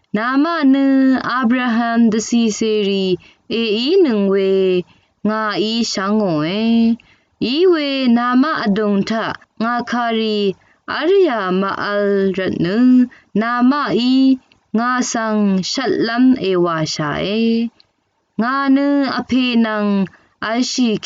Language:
Rawang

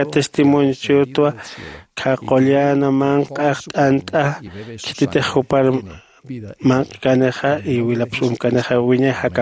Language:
Aymara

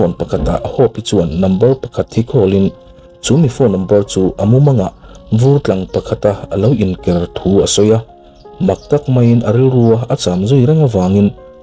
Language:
Mizo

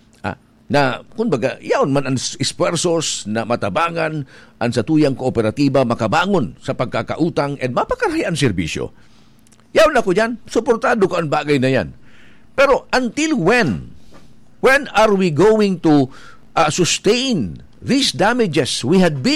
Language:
Bikol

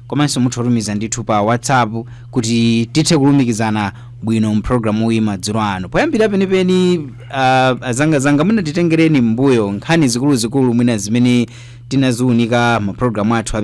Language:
Nyanja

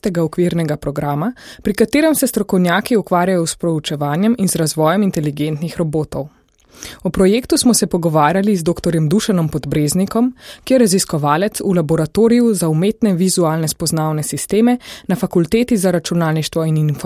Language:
Slovenian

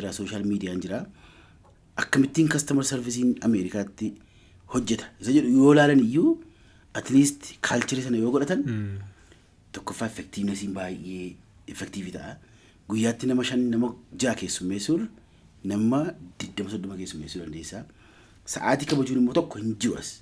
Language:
Oromo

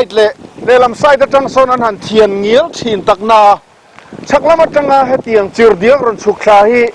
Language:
Mizo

